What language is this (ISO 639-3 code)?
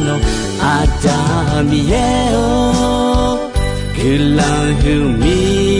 ahk